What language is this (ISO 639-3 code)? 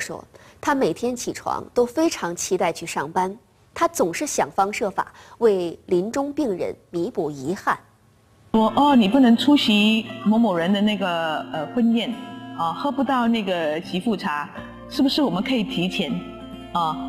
zho